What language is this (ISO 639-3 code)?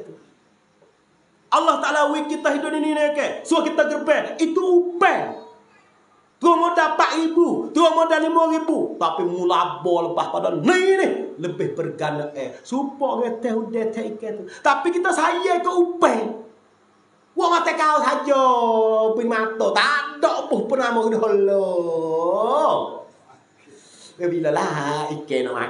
msa